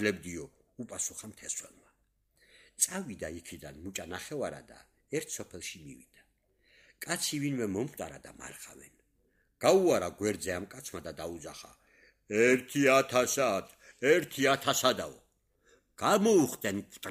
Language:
Georgian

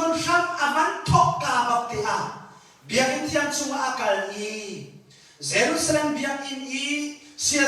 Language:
Hakha Chin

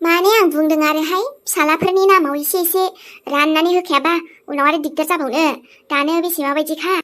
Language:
Bodo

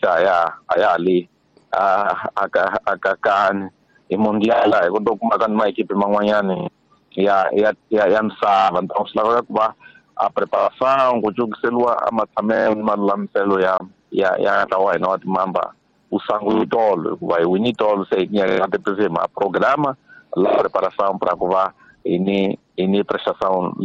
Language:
Tsonga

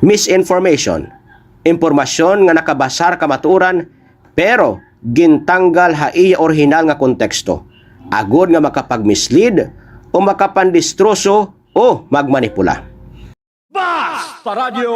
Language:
Waray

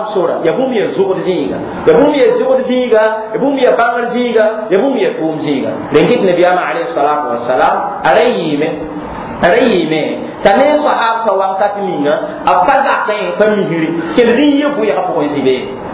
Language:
Mossi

